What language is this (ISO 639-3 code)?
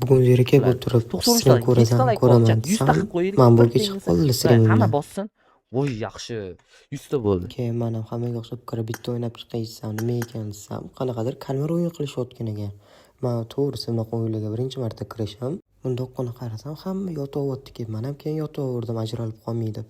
uzb